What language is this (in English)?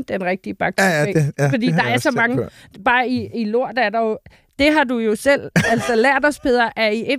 Danish